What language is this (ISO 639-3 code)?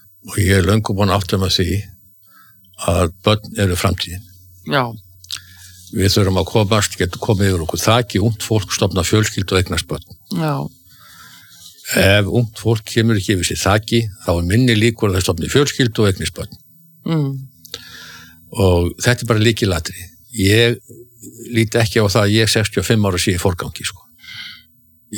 isl